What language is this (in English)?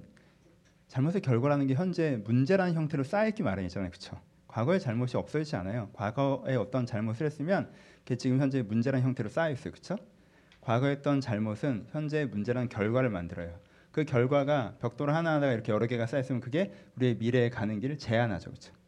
Korean